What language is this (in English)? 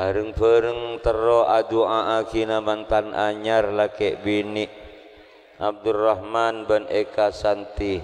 Madurese